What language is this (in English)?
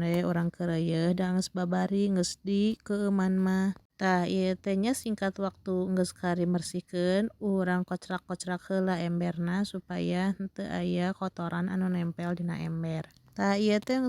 Sundanese